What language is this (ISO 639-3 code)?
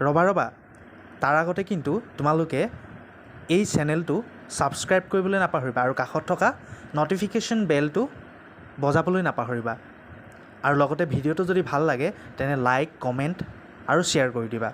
asm